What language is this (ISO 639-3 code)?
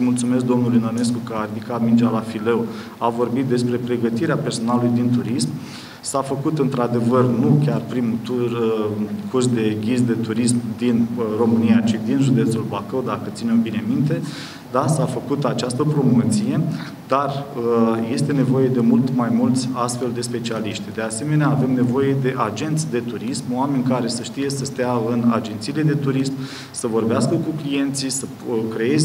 ron